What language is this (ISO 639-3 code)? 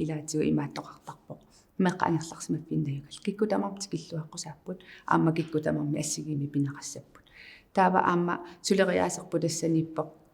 kal